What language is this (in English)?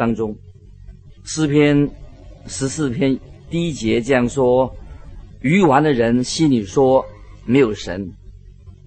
Chinese